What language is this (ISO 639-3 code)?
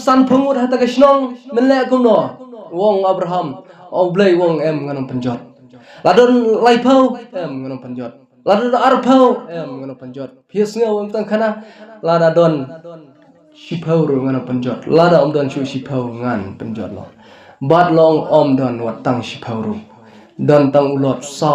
kha